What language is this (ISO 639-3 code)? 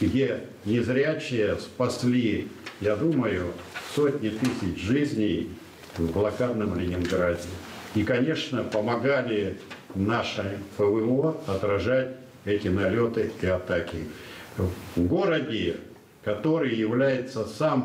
rus